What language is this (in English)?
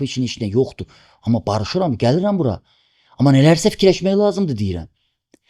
Azerbaijani